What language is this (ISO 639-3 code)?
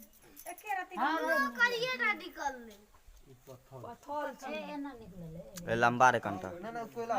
mai